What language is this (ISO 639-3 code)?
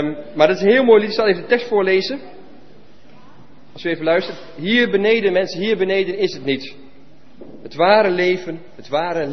nld